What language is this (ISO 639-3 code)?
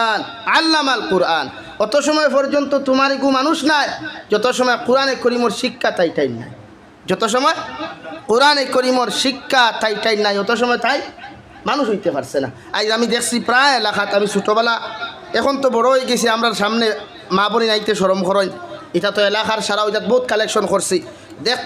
syl